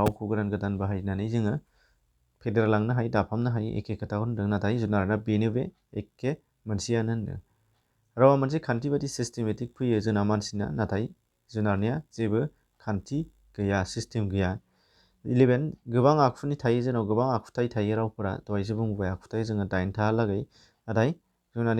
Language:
Bodo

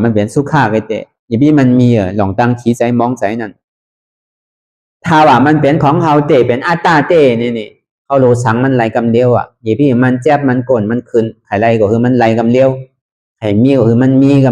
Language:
Shan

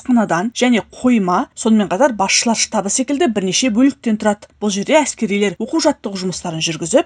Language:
Kazakh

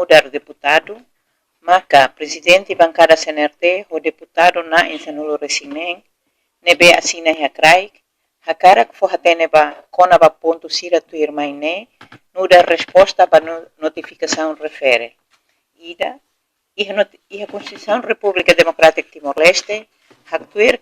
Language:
Tetum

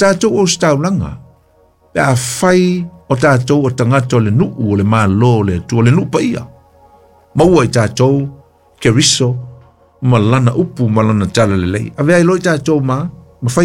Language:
Samoan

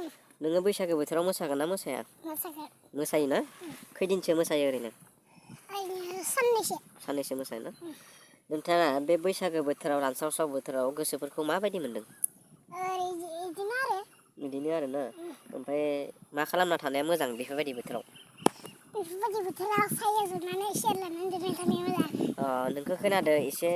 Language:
Bodo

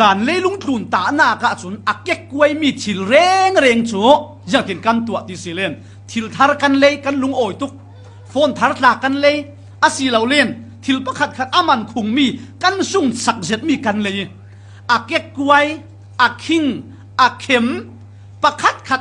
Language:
Falam Chin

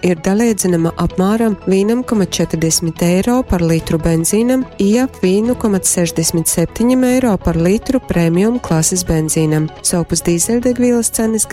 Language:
Latgalian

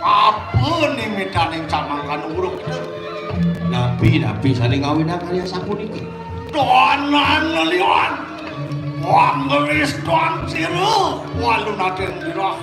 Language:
Balinese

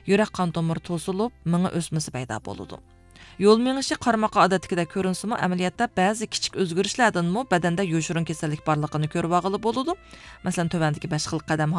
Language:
Uyghur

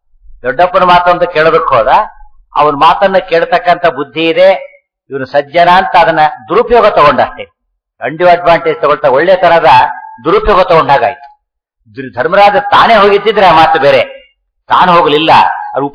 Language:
Kannada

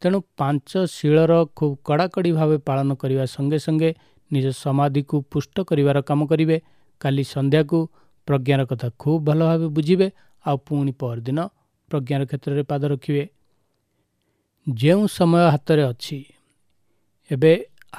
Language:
Odia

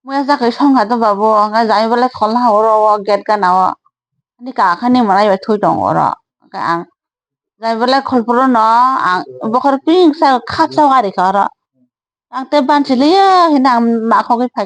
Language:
Kok Borok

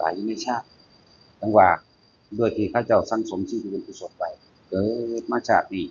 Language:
Northeastern Thai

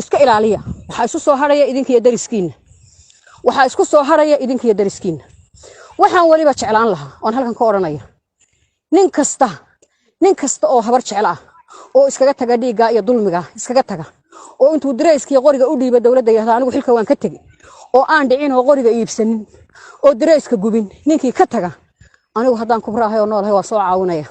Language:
Somali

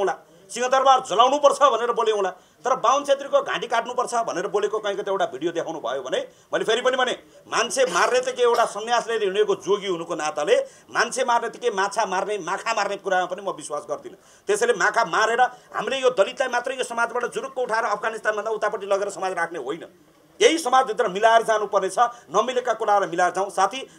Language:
Nepali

